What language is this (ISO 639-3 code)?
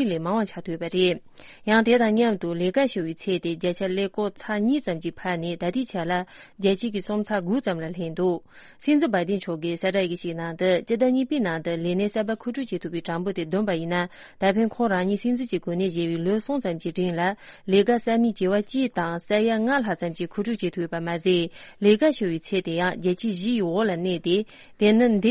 bod